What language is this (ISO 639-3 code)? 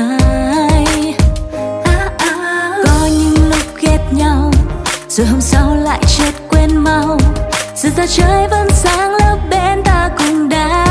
vie